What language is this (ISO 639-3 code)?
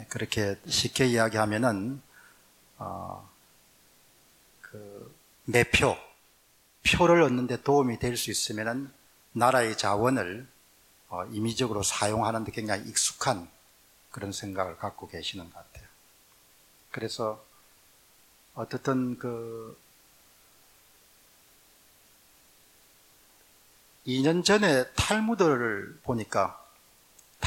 kor